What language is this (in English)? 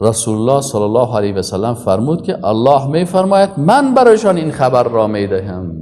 Persian